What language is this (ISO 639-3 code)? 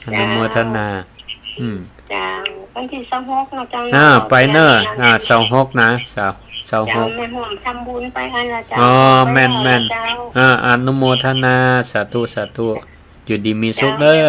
nod